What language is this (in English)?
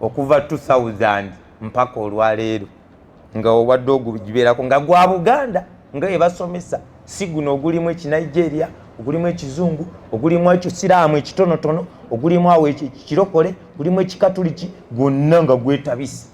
Ganda